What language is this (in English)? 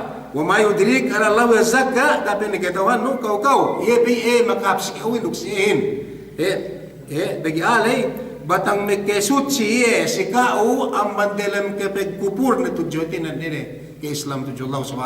Yakan